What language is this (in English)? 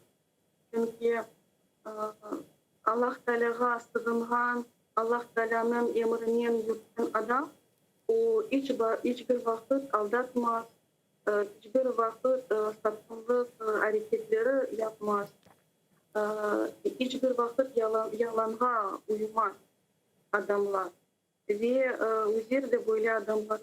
Crimean Tatar